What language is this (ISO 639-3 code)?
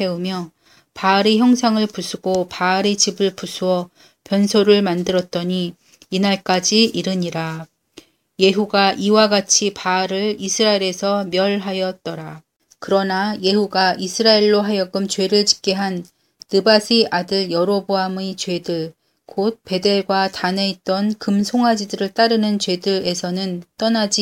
kor